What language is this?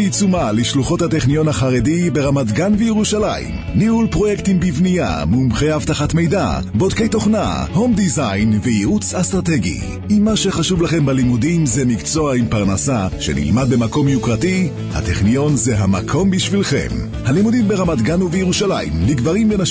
Hebrew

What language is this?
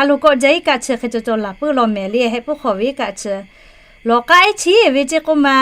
Lahu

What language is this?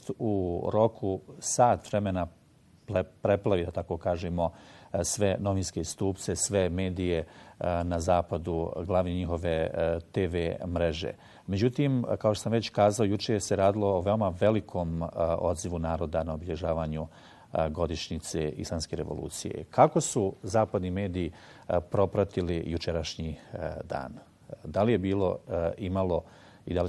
Bosnian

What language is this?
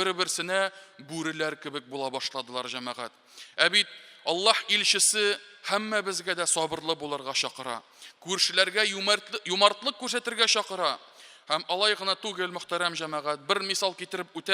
Tatar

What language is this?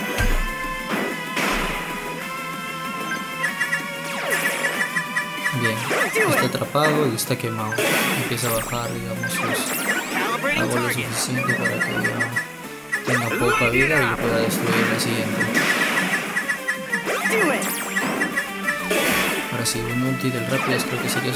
Spanish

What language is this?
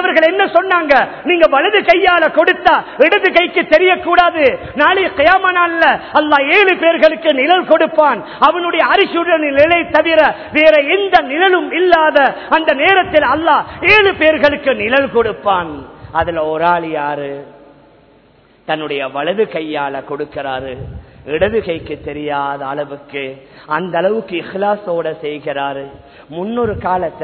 Tamil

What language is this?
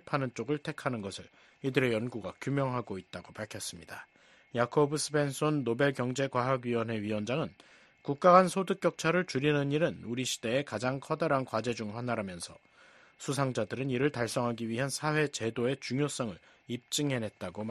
Korean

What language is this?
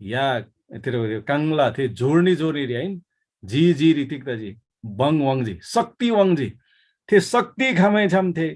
Eastern Tamang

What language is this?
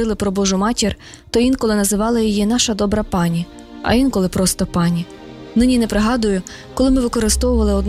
Ukrainian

